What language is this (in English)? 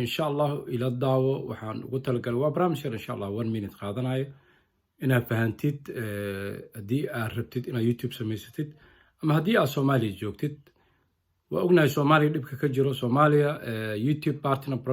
Somali